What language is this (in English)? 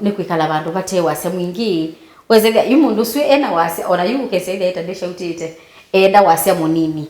Kamba